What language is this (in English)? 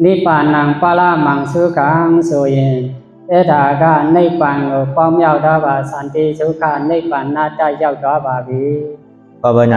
Shan